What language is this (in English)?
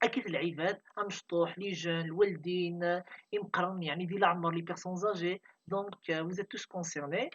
Kabyle